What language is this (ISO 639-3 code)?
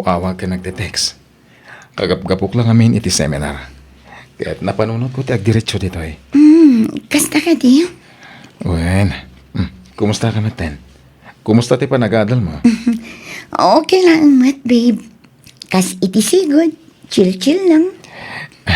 ilo